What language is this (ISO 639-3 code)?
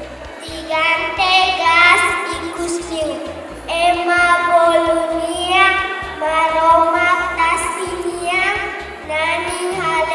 tet